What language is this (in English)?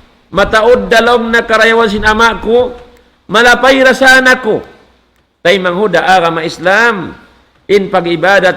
Tausug